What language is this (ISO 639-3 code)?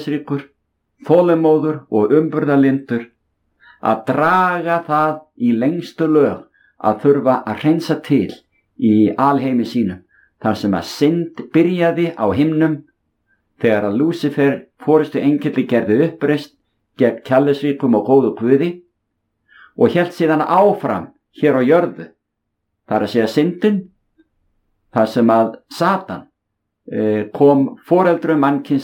isl